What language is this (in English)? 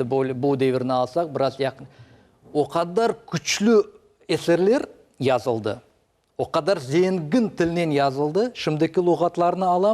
Crimean Tatar